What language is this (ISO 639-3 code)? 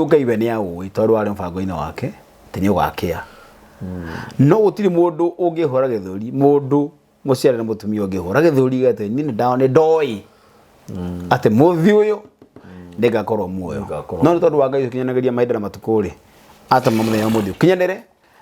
kik